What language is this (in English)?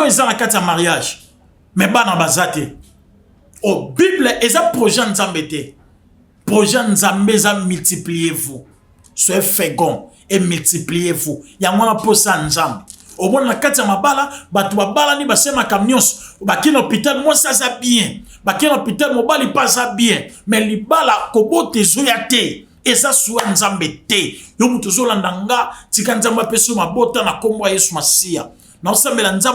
Lingala